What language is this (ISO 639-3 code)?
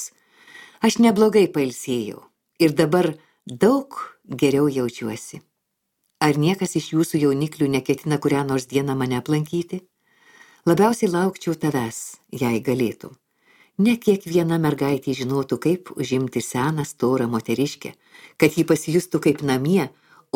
lit